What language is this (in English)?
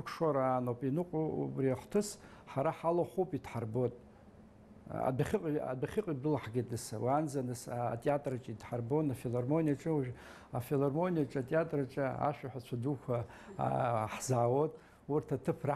Abkhazian